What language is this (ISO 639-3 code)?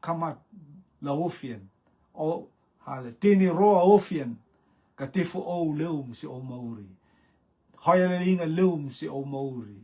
rtm